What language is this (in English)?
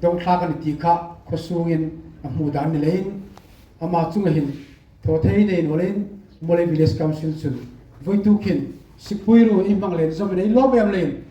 Hmar